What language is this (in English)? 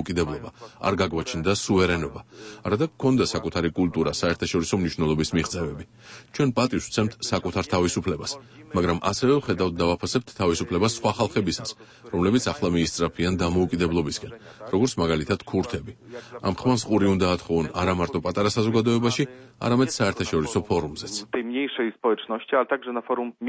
Georgian